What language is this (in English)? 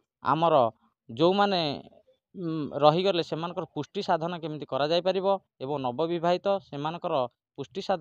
Odia